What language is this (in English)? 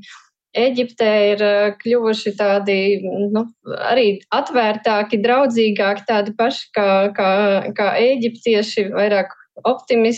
Latvian